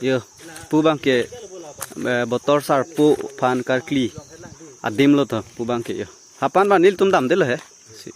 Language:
Karbi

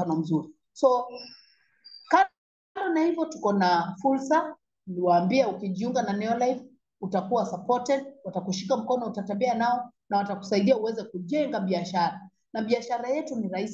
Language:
Swahili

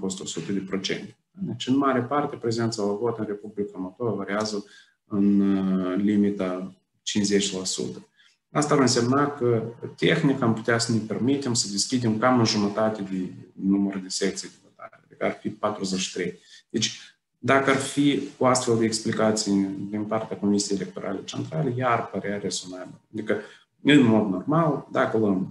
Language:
Romanian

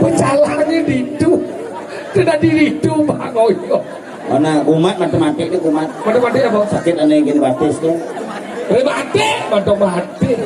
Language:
Balinese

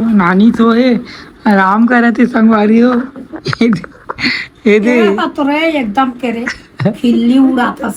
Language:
Chhattisgarhi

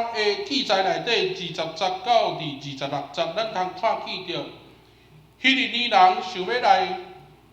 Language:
Min Nan Chinese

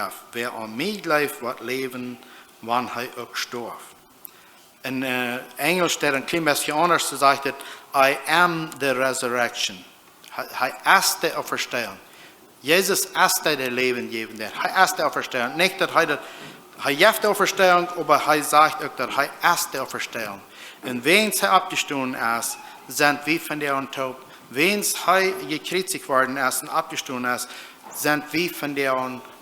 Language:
Plautdietsch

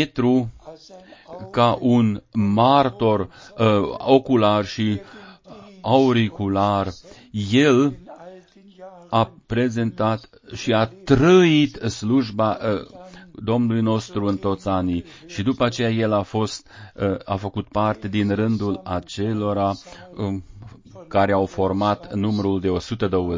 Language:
Romanian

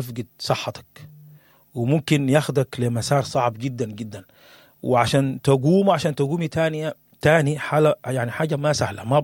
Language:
Sudanese Arabic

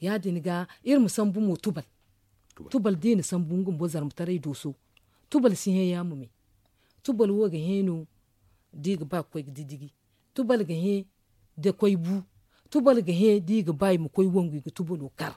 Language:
Zarma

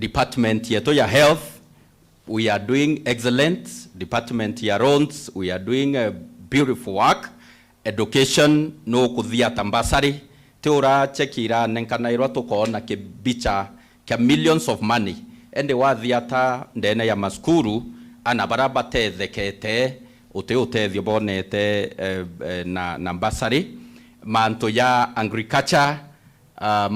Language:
Meru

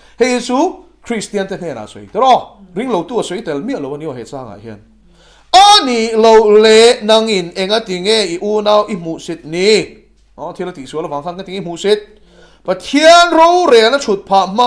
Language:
Mizo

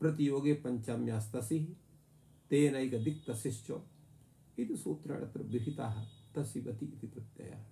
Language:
Sanskrit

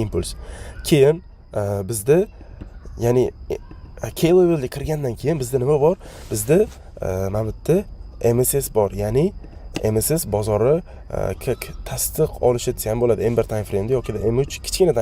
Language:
Uzbek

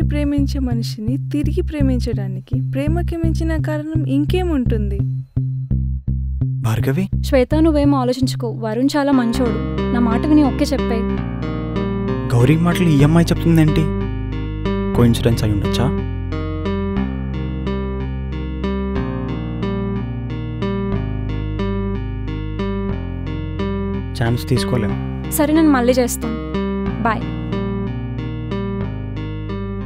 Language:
Telugu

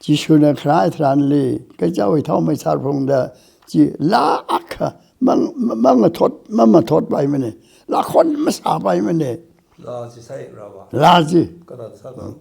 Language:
Tangkhul Naga (India)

